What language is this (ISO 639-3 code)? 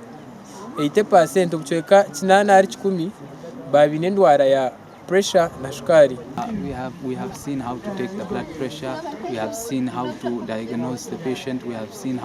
nyn